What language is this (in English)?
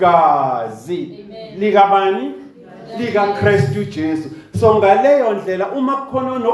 Zulu